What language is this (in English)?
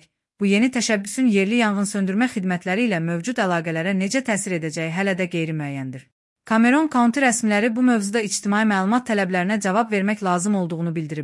Azerbaijani